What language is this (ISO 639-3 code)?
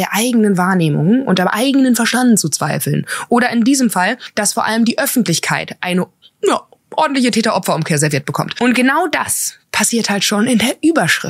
deu